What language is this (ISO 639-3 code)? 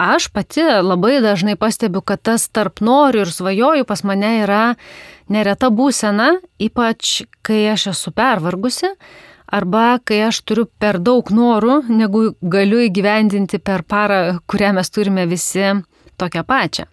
lit